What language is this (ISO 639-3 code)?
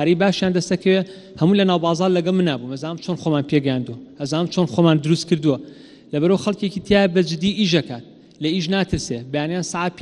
ckb